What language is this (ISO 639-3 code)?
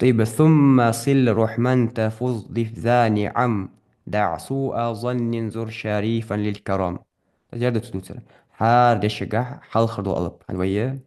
inh